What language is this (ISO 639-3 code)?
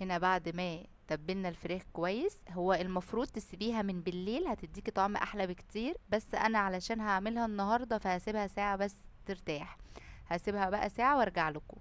arz